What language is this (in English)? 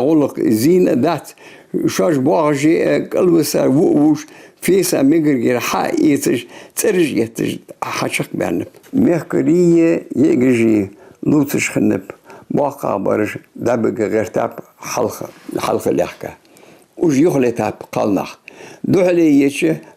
Ingush